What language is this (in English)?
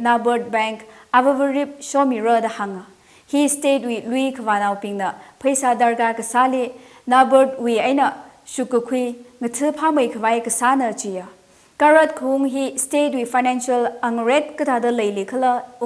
Tangkhul Naga (India)